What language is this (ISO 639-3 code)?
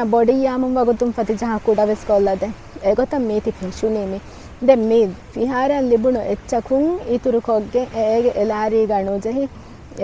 div